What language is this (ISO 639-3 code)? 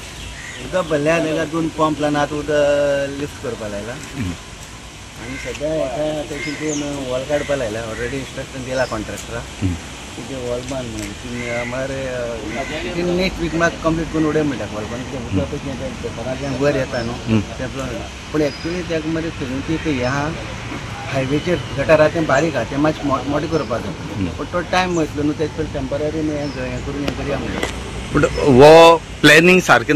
kok